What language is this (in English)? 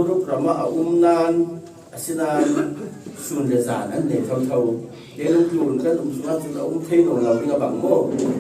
Falam Chin